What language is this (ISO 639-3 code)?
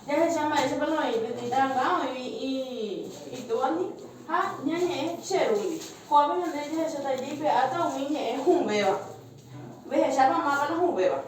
grn